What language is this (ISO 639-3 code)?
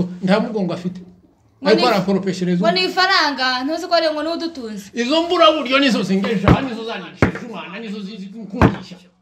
kin